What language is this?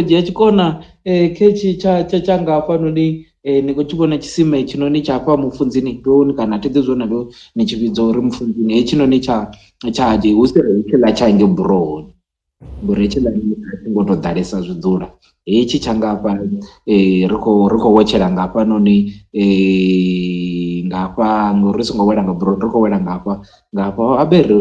Venda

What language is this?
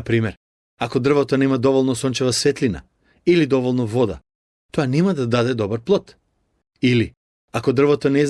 Macedonian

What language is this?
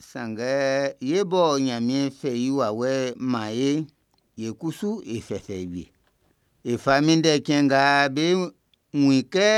Baoulé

